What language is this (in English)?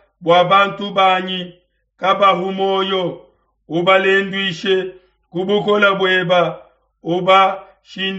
Luba-Lulua